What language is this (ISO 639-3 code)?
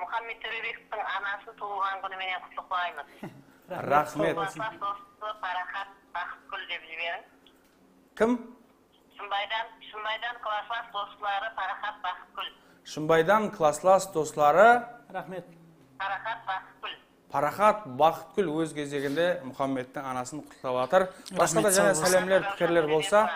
kaa